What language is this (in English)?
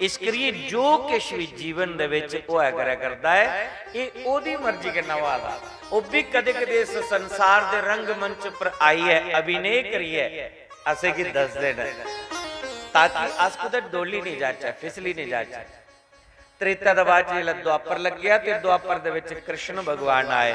Dogri